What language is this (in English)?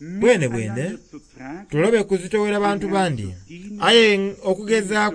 Soga